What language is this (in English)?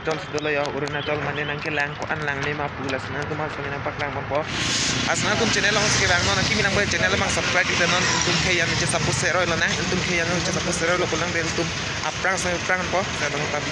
Karbi